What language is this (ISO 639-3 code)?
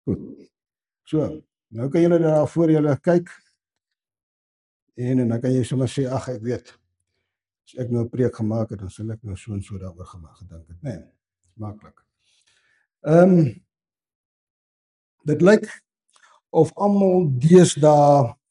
afr